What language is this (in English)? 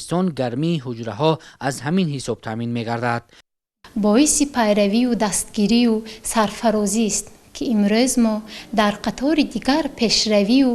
Tajik